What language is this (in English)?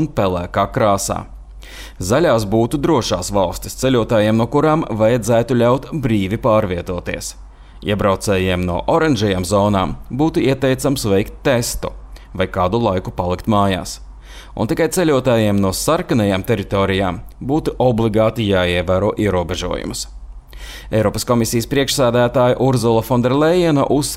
Latvian